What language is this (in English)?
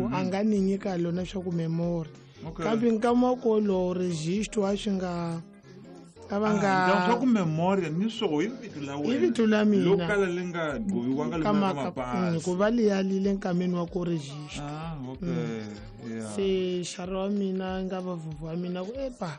Tsonga